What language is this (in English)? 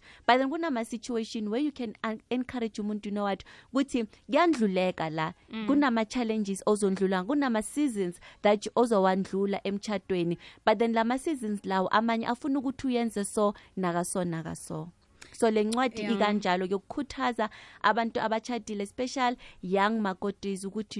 South Ndebele